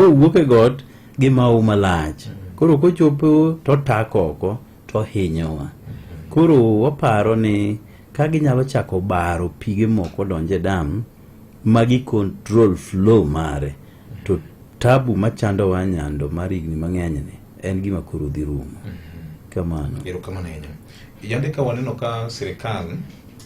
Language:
Luo (Kenya and Tanzania)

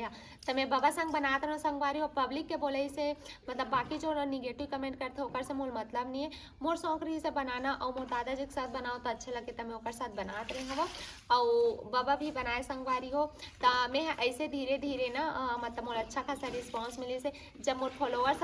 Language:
Chhattisgarhi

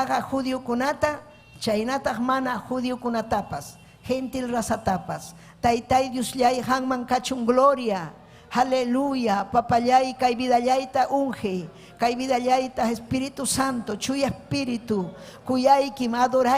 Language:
Ayacucho Quechua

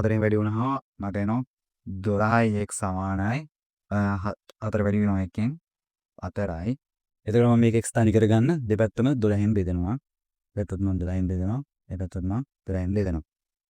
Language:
Sinhala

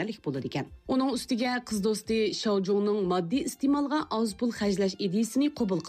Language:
Uyghur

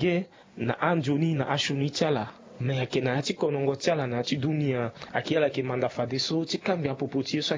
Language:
Sango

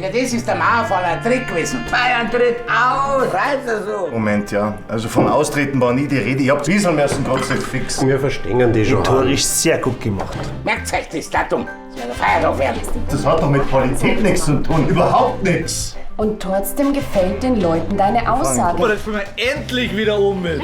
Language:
Bavarian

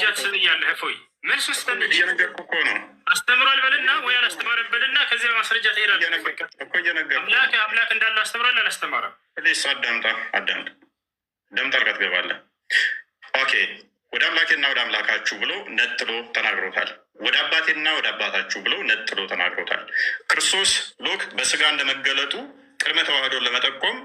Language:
Amharic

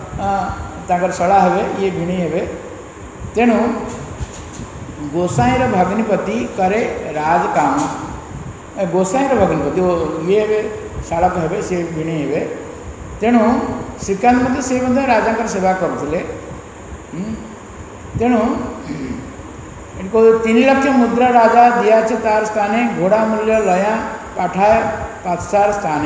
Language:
Odia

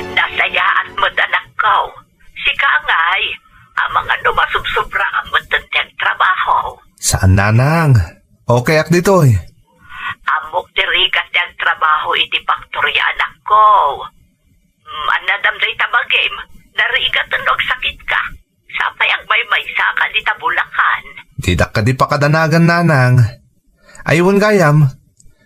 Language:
Iloko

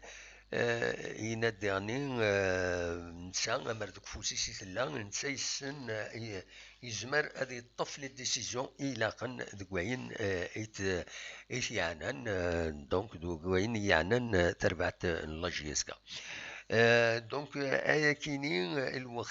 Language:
Kabyle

